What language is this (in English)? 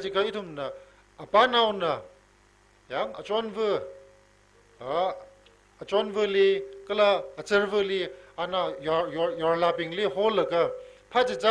Tangkhul Naga (India)